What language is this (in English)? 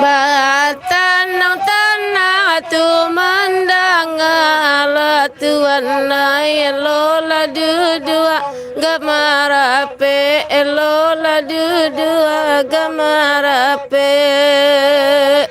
Minangkabau